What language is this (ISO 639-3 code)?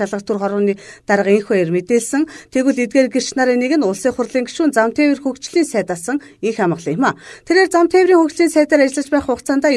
mon